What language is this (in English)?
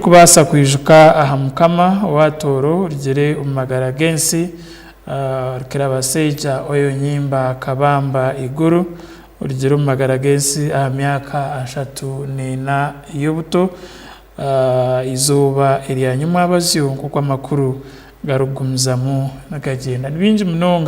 Tooro